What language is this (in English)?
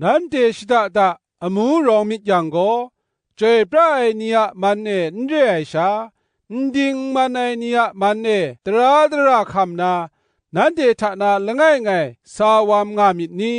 Kachin